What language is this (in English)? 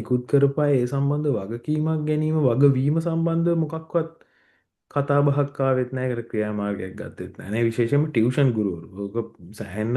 Sinhala